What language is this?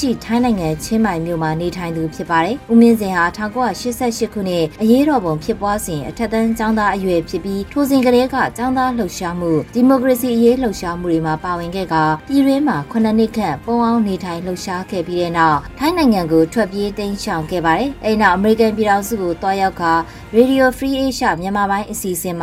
Burmese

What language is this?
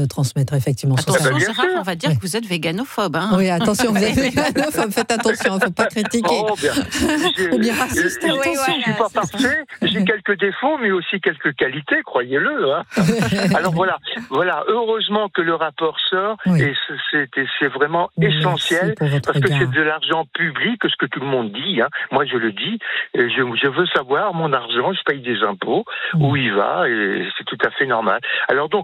French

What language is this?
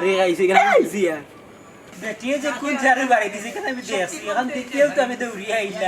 Sylheti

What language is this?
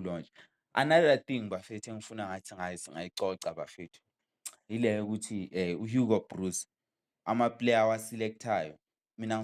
Zulu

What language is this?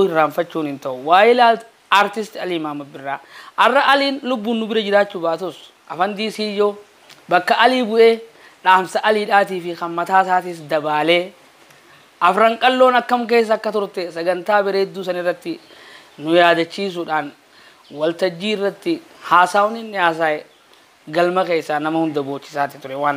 Oromo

